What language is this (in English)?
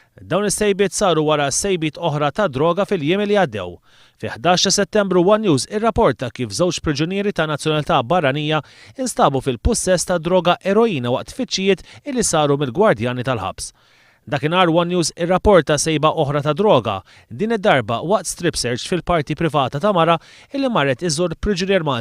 Maltese